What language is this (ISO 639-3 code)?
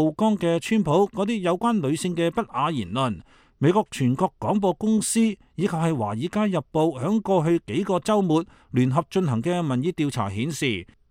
yue